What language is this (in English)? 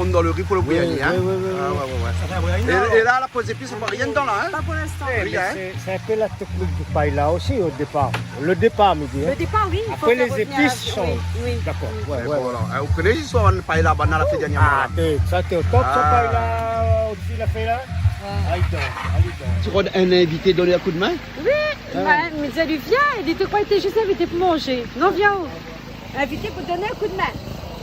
Réunion Creole French